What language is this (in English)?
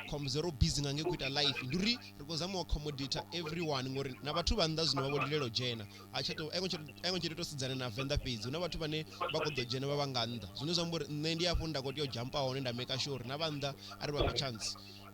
Venda